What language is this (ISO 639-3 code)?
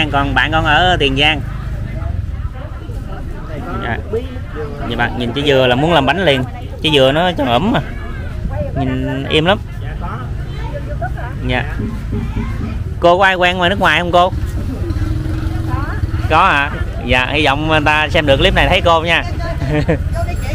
vie